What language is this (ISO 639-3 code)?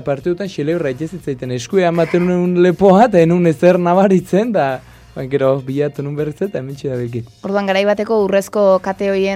eus